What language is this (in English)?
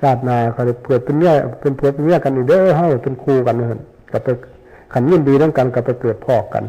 Northeastern Thai